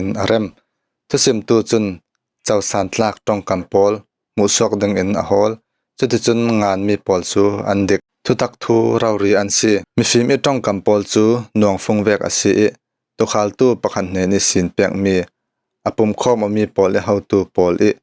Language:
Falam Chin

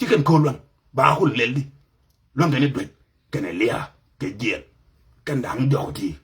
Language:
Nuer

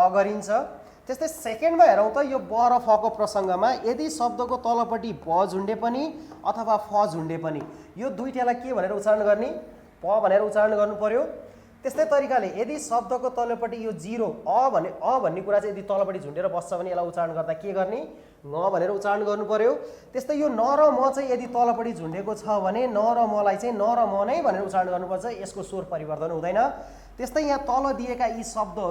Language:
Nepali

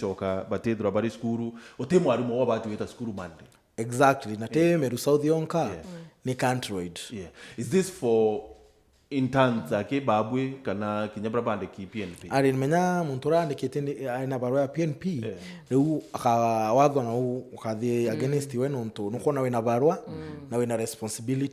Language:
Meru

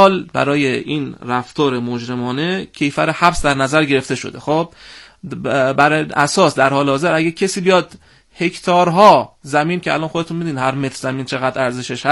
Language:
Persian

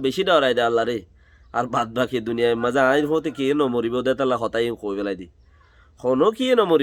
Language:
Rohingya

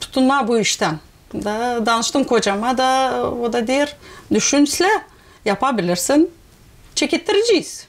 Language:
Gagauz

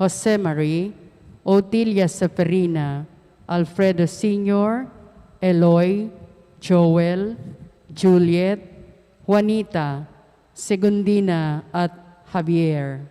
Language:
Pampanga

